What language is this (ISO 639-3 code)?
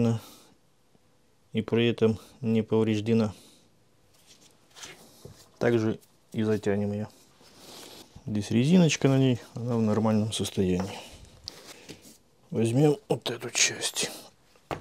rus